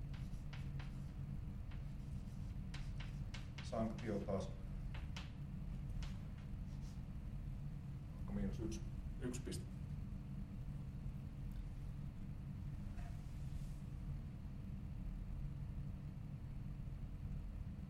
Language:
Finnish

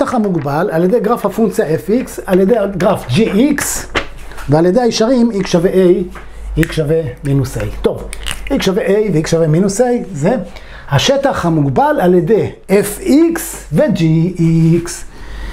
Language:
Hebrew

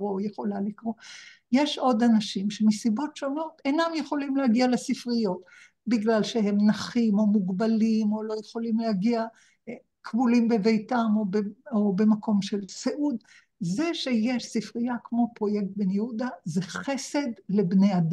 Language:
Hebrew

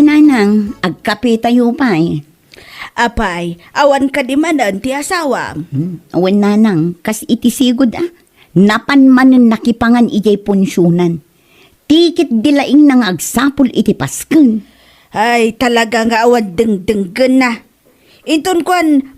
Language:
Iloko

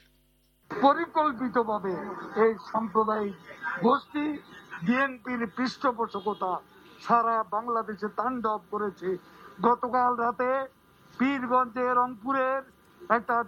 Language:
Bangla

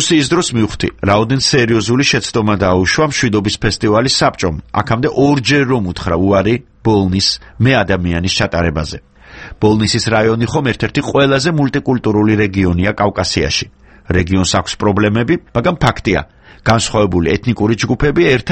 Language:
Georgian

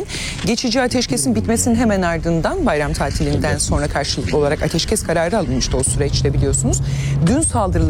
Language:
Turkish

